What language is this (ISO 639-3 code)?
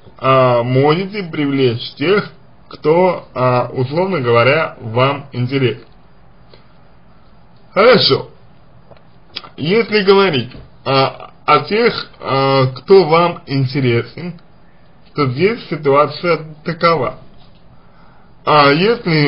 rus